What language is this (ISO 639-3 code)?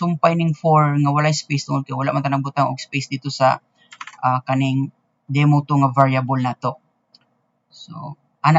ceb